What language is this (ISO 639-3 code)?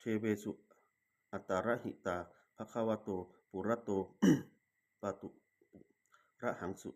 pli